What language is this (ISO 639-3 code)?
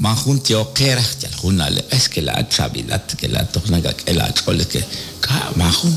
kek